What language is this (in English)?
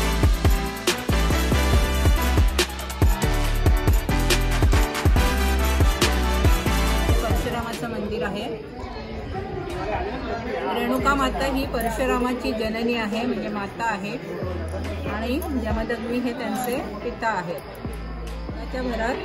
Marathi